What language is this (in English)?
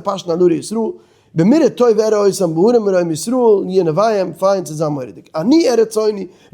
Yiddish